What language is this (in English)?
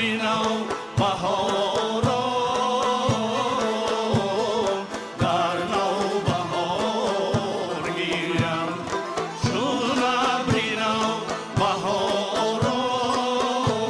Tajik